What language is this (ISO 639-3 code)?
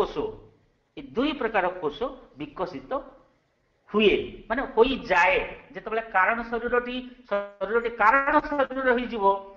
ori